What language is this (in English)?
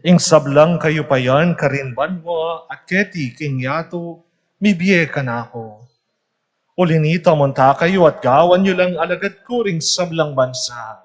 Pampanga